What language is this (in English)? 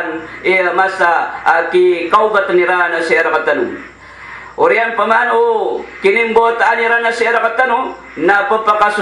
Maranao